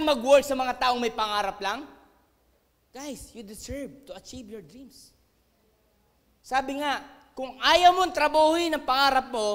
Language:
Filipino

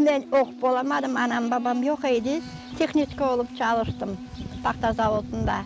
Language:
Crimean Tatar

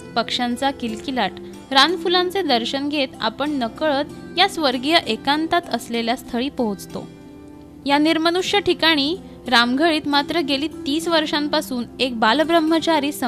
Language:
Marathi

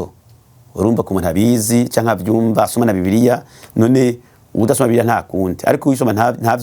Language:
Rundi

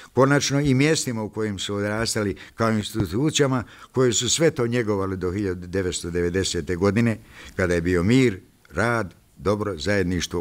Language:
Bosnian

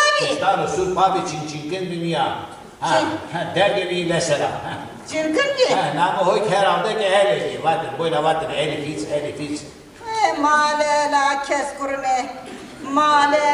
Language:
Zaza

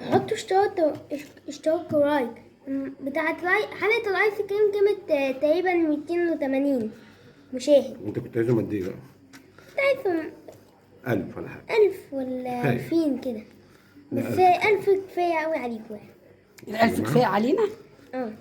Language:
Egyptian Arabic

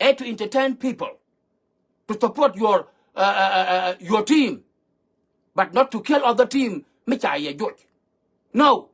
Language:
Nuer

